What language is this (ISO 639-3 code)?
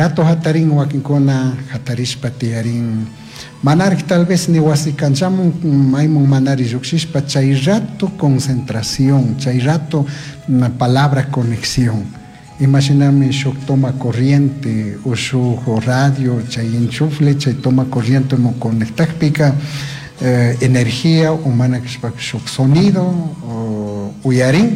qug